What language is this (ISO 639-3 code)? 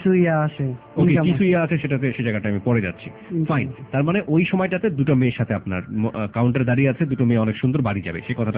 ben